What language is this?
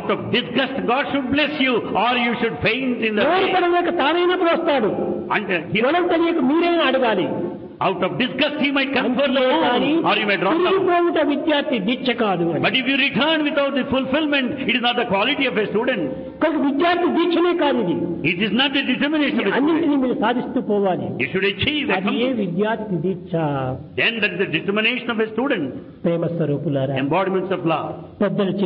Telugu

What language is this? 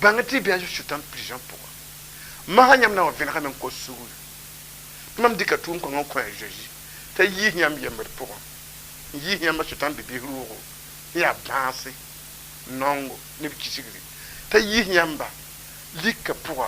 Mossi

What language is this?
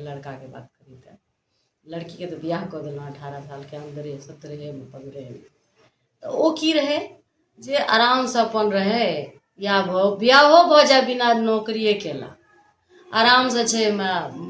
Maithili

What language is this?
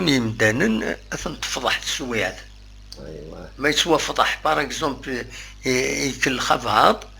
Kabyle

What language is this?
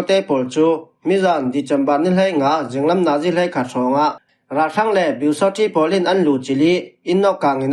Falam Chin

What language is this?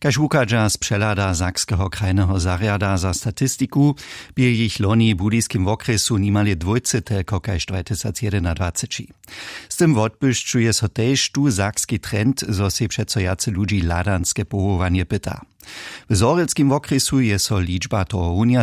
Upper Sorbian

